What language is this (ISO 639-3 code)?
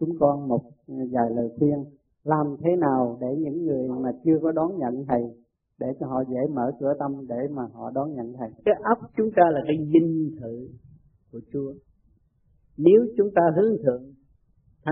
vie